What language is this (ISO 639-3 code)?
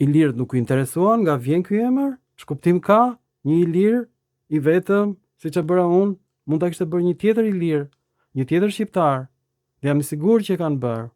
sqi